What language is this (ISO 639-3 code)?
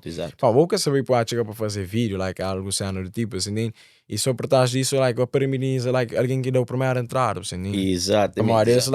kea